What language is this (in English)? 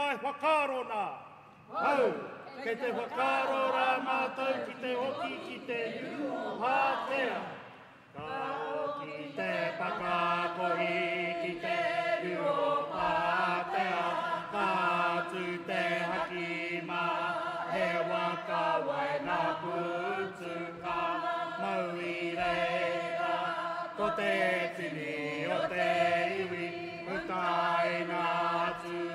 Māori